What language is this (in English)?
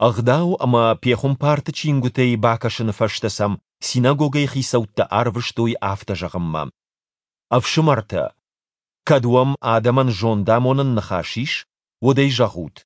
Ossetic